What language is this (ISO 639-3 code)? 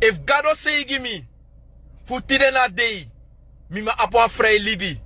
srn